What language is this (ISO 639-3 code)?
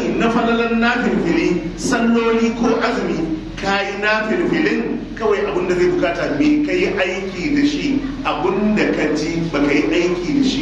hau